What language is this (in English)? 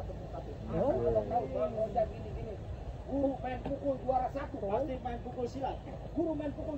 Betawi